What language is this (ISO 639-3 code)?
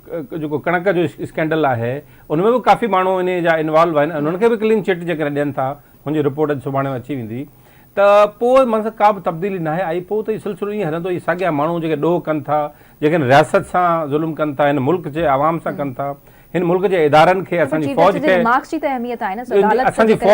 snd